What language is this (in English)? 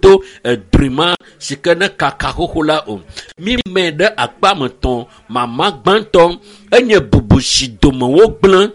Ewe